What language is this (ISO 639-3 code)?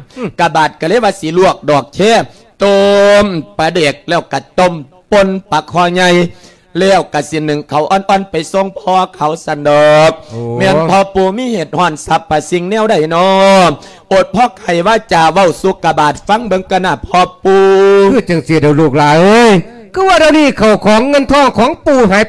lao